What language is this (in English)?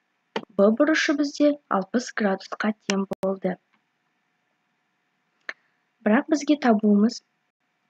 Kazakh